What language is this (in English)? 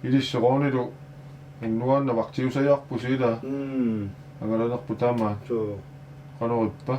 Kalaallisut